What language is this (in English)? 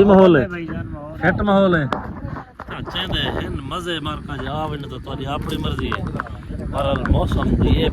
Saraiki